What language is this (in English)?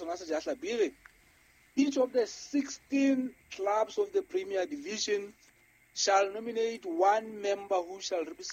Southern Sotho